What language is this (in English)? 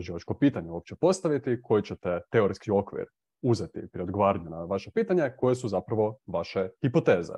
Croatian